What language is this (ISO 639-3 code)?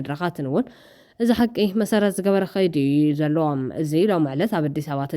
tir